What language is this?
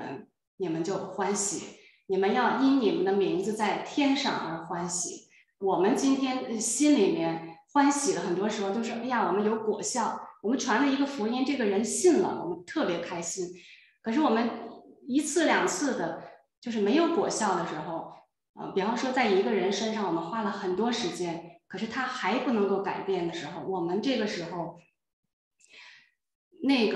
Chinese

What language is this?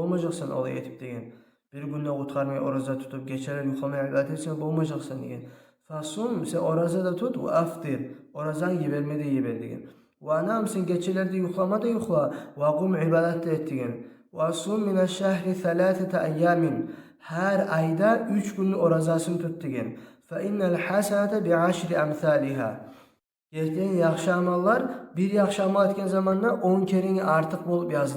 Kumyk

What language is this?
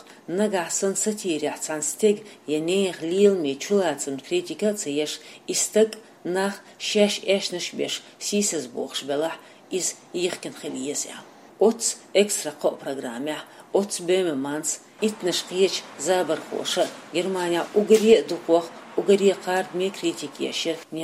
Chechen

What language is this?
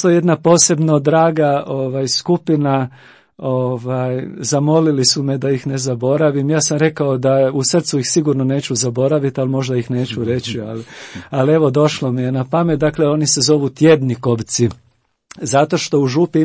Croatian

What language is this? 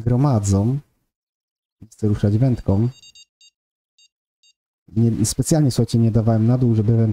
Polish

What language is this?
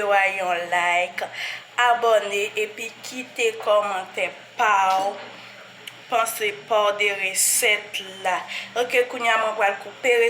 Haitian Creole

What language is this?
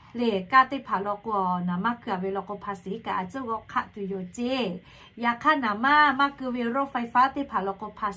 Lahu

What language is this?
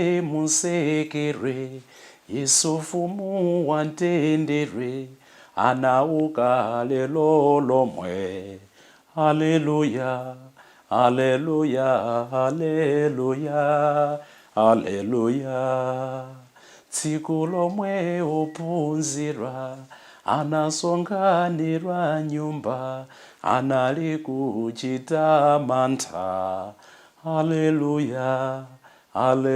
Nyanja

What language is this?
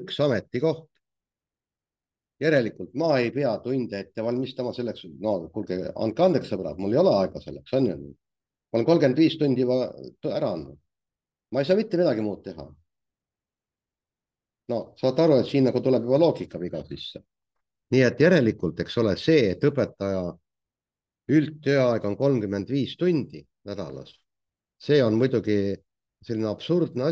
Estonian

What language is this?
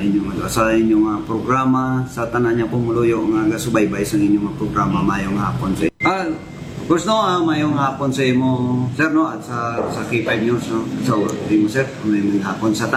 Hiligaynon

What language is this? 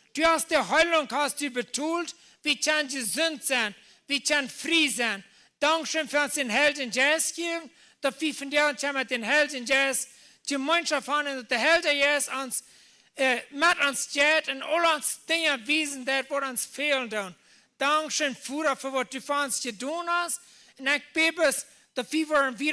Plautdietsch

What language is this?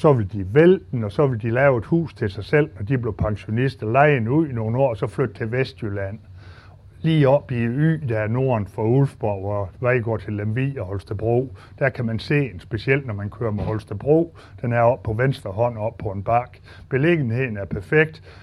Danish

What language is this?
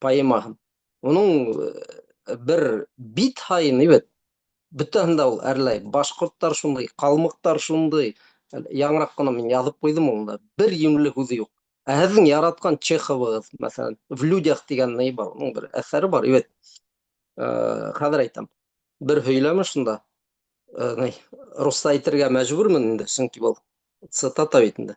Bashkir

